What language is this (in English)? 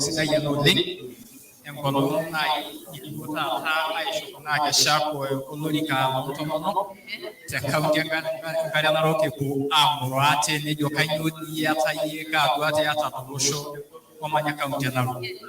Masai